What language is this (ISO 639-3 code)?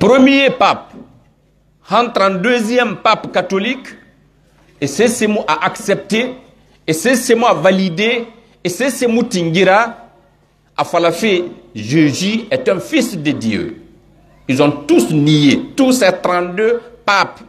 fuf